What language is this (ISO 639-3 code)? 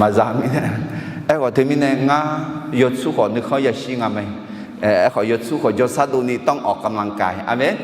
ahk